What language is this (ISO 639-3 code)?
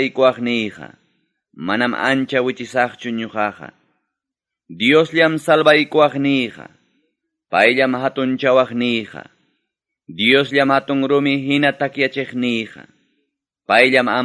quy